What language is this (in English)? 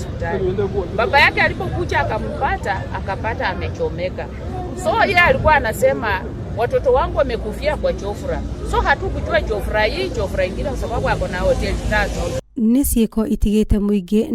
Kikuyu